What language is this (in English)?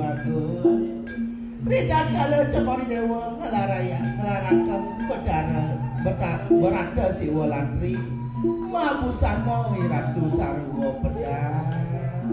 Balinese